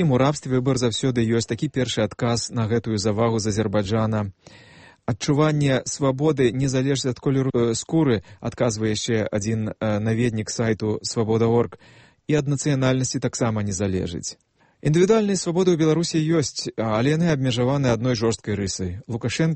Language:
Belarusian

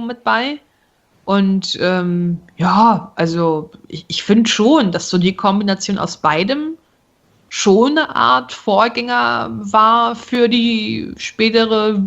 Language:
German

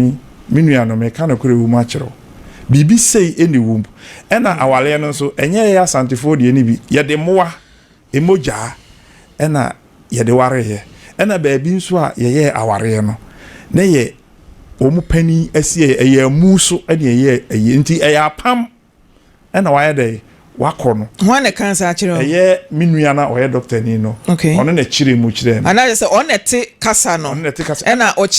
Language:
Akan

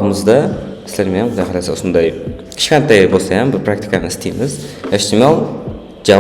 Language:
Kara-Kalpak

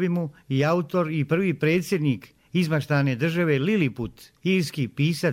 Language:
Bosnian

